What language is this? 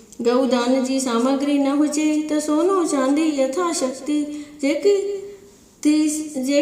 Sindhi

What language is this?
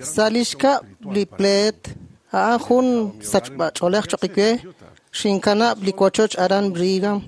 Kekchí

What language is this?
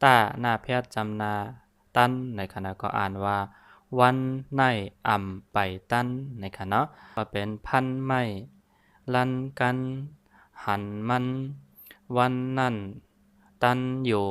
Shan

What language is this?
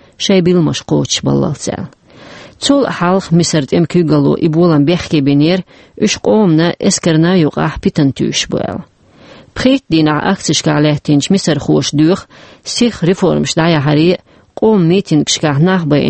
Chechen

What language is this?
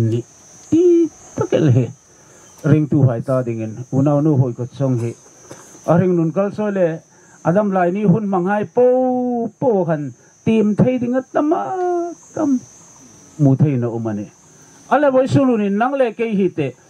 Hmar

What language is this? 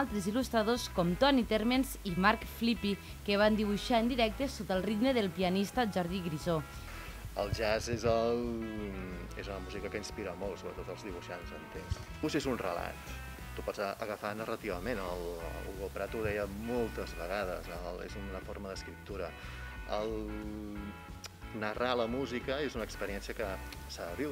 Catalan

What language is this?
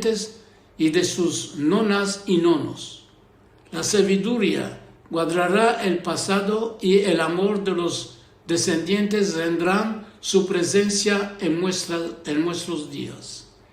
Ladino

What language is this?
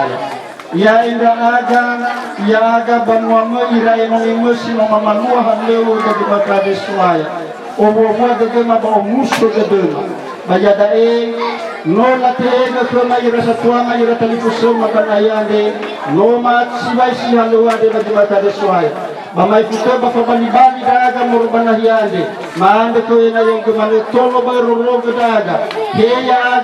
Nias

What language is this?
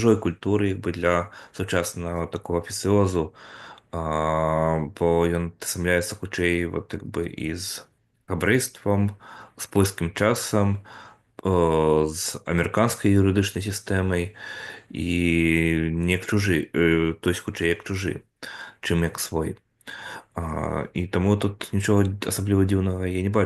Belarusian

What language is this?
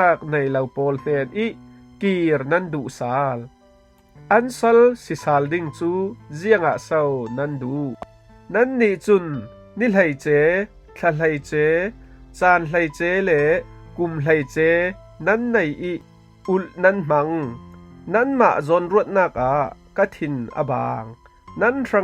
Falam Chin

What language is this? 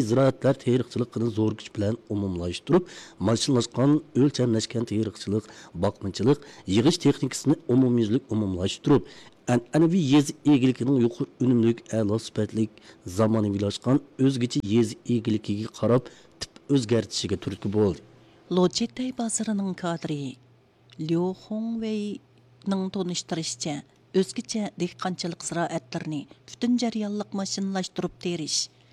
Uyghur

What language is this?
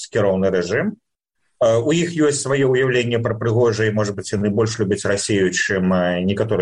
Belarusian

